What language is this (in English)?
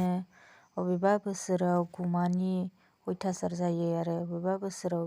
Bodo